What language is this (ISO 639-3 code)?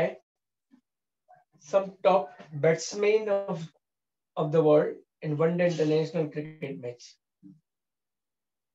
hin